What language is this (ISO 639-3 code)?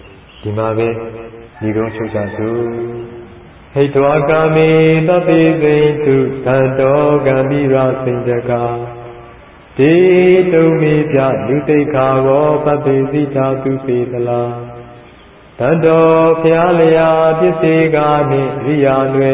mya